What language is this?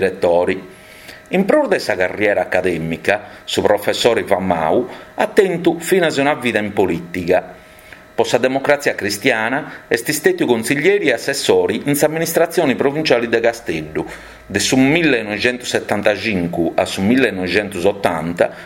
Sardinian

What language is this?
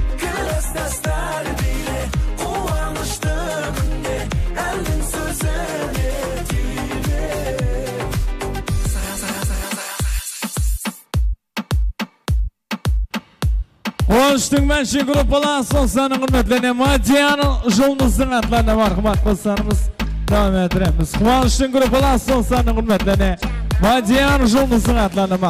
Kara-Kalpak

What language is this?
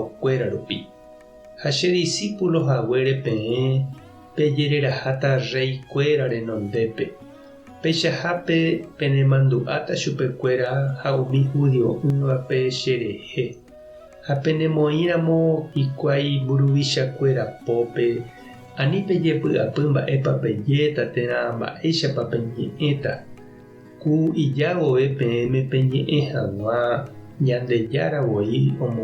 Guarani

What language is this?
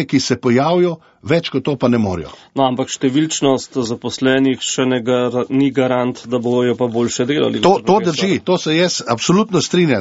Slovenian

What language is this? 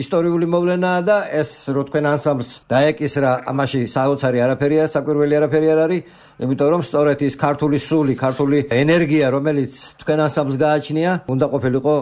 Georgian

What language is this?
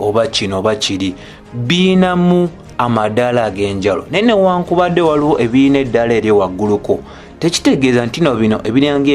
Ganda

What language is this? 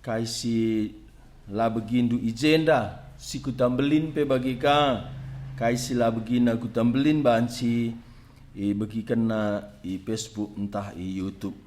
Batak Karo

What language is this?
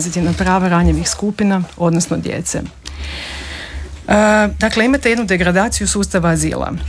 Croatian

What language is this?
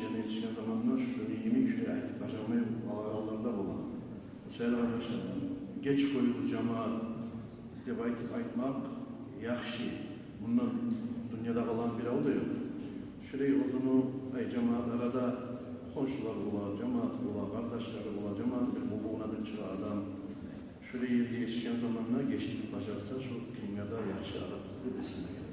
Kumyk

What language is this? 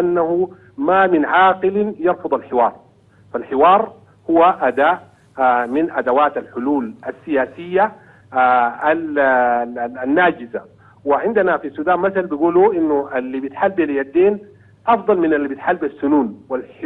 Sudanese Arabic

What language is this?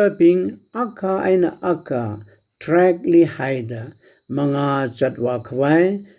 Tangkhul Naga (India)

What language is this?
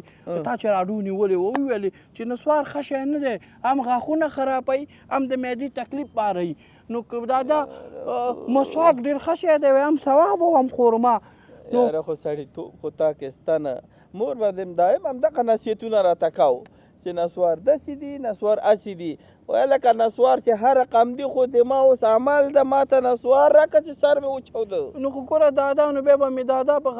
Pashto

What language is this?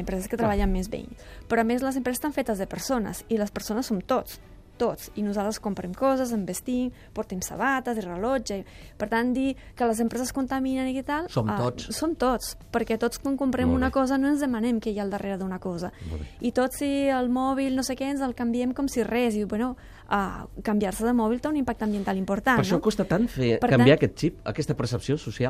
Catalan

